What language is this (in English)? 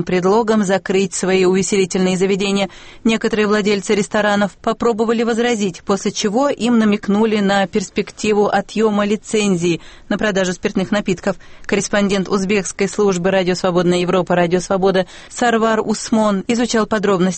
Russian